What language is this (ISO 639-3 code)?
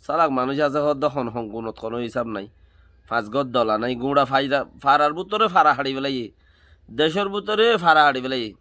rhg